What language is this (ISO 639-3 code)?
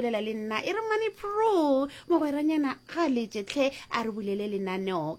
nso